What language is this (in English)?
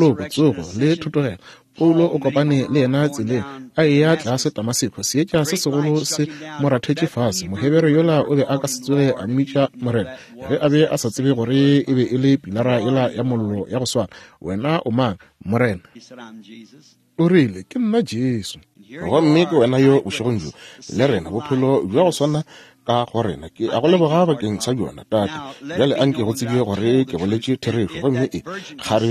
Northern Sotho